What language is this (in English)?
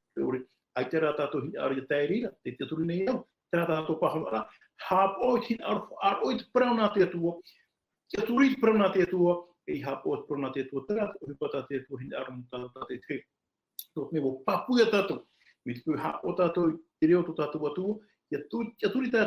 Tahitian